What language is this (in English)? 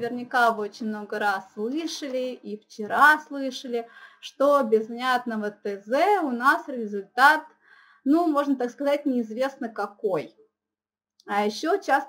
Russian